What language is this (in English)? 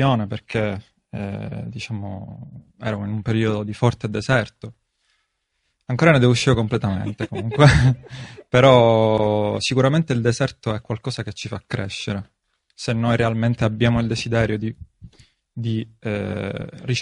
Italian